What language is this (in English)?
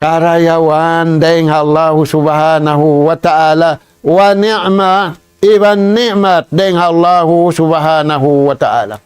Tausug